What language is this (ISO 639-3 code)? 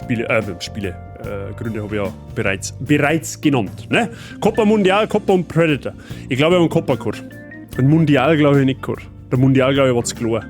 bar